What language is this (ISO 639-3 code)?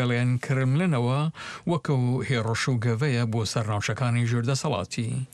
ckb